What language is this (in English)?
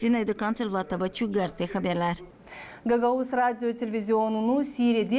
Gagauz